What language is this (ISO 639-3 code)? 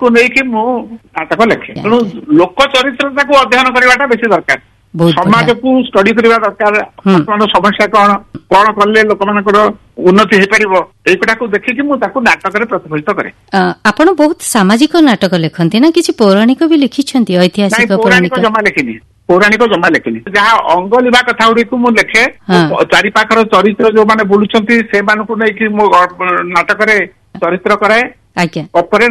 ori